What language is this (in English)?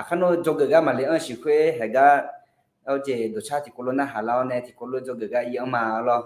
Akha